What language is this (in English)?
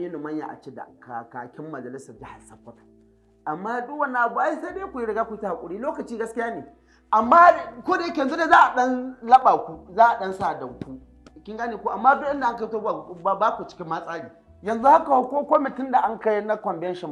Hausa